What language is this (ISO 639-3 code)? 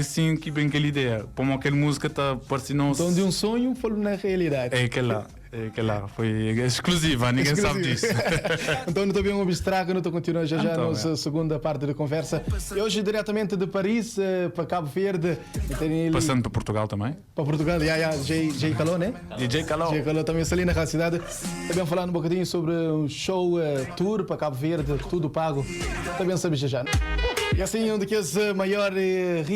kea